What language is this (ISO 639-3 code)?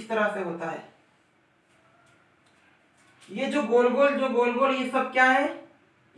hin